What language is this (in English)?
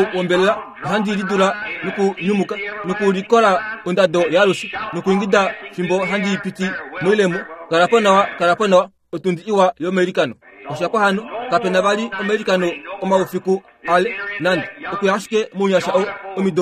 Kuanyama